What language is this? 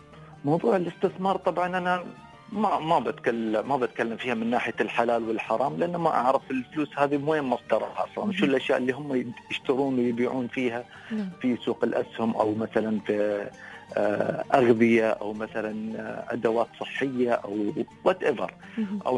Gulf Arabic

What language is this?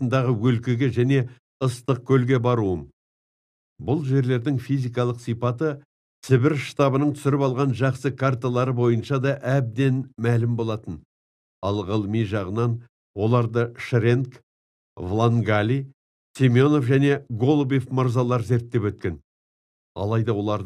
Kazakh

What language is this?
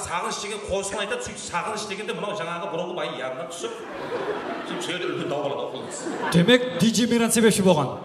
Kara-Kalpak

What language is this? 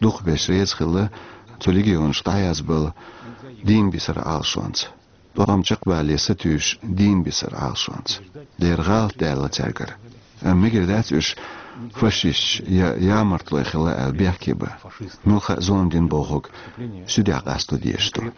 Chechen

